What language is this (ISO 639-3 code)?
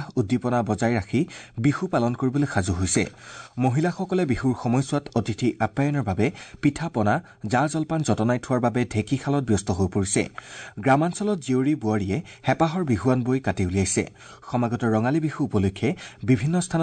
asm